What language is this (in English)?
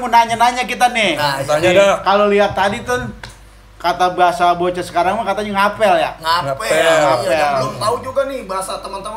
Betawi